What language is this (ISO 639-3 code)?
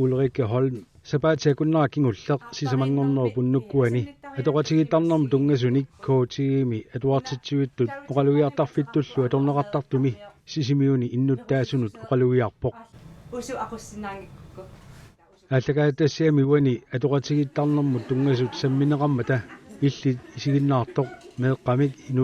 kal